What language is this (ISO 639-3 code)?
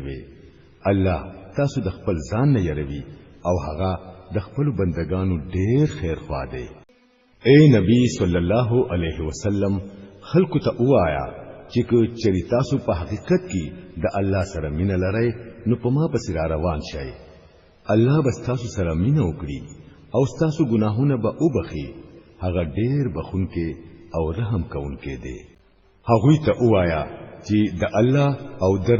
pus